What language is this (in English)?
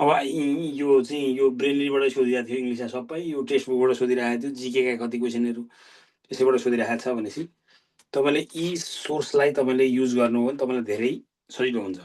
Nepali